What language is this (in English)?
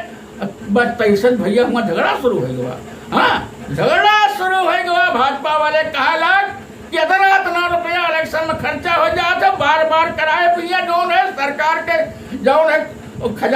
Awadhi